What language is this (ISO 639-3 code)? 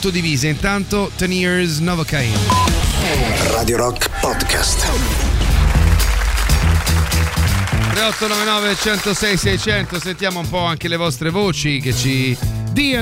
ita